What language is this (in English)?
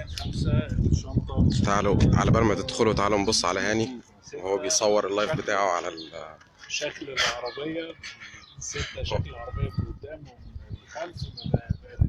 Egyptian Arabic